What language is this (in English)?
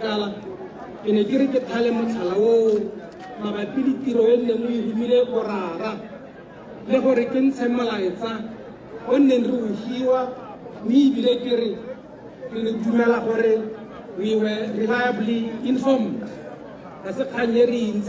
Tswana